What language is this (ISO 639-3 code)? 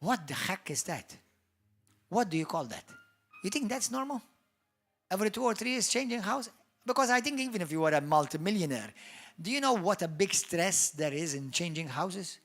eng